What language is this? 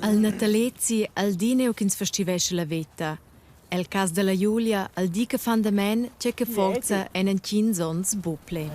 Romansh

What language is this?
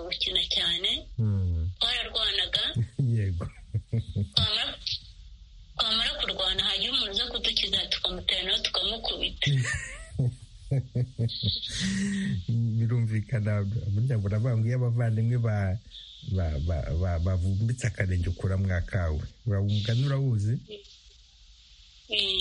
Kinyarwanda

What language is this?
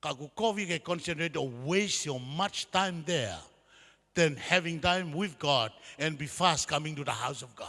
Tongan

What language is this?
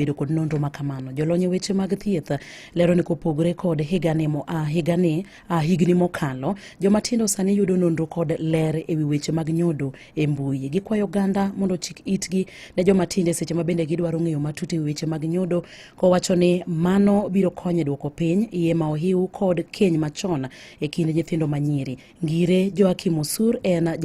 Luo (Kenya and Tanzania)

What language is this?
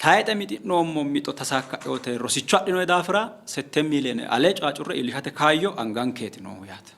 Sidamo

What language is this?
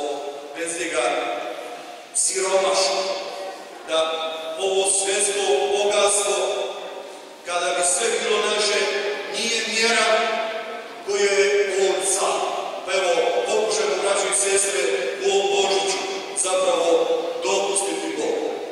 Croatian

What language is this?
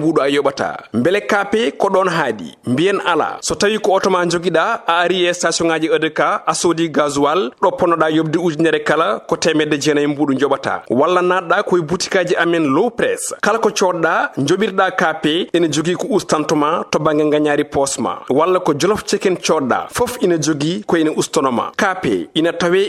Fula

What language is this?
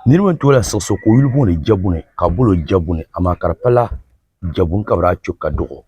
Dagbani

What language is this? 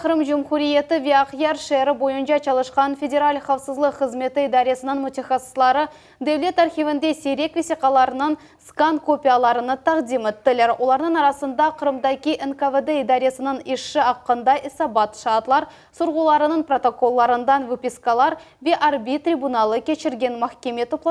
Crimean Tatar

